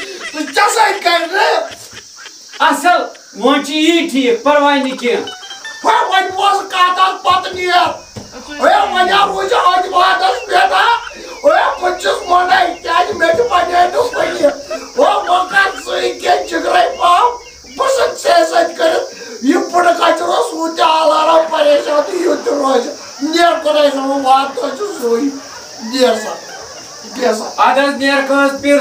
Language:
Kashmiri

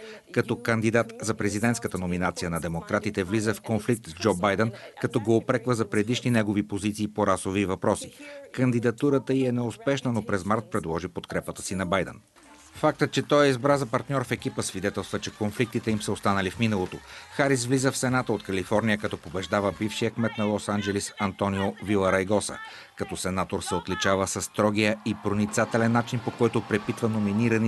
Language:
Bulgarian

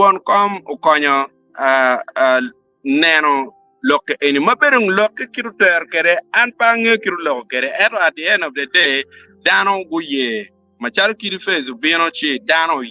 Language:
Acoli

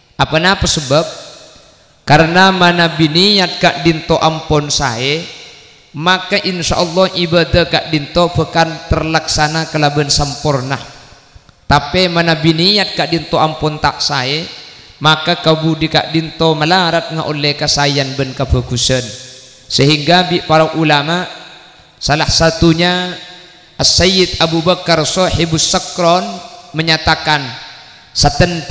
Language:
Madurese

